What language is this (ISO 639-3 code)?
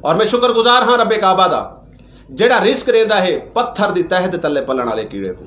skr